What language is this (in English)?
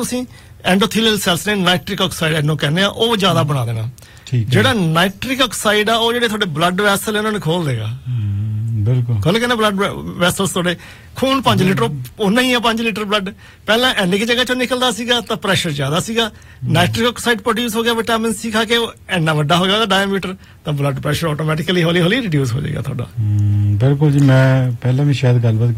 Punjabi